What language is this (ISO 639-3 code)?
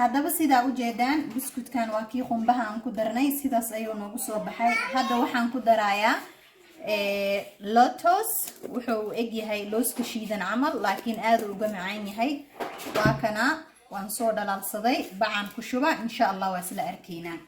som